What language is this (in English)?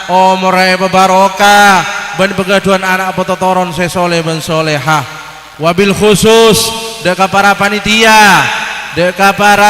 Madurese